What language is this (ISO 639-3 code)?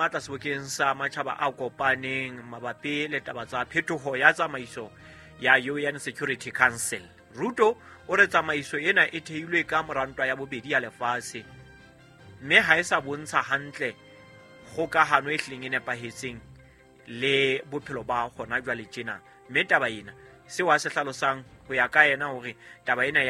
sot